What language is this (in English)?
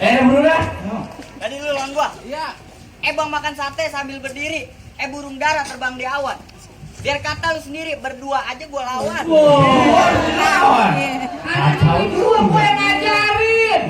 Betawi